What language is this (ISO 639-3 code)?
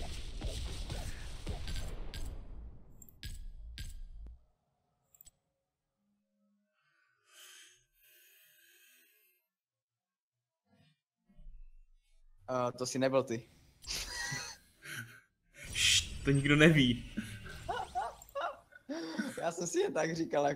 ces